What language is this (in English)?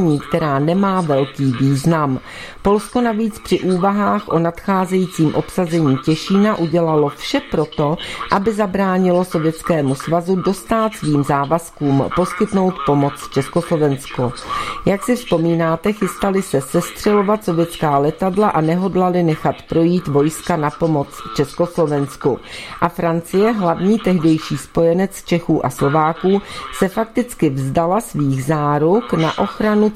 Czech